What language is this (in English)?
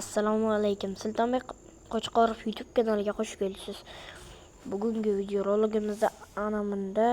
Uzbek